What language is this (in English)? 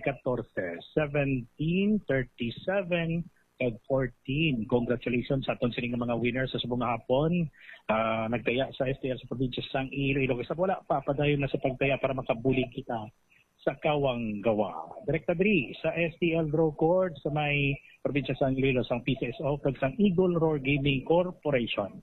Hiligaynon